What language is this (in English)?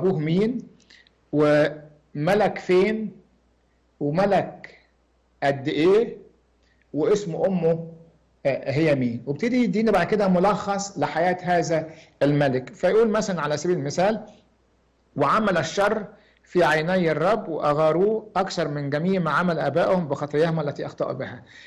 Egyptian Arabic